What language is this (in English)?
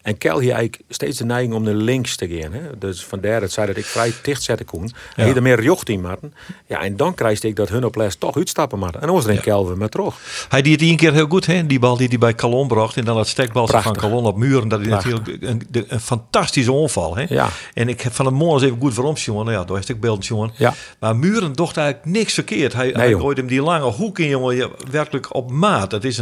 Western Frisian